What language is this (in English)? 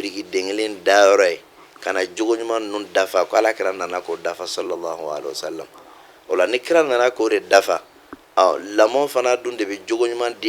Bambara